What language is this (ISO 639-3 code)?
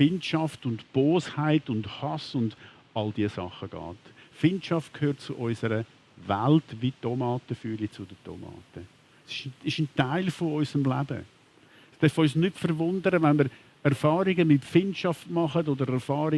gsw